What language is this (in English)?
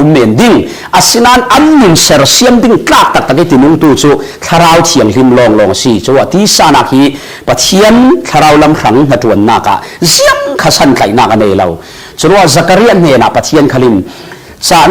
Falam Chin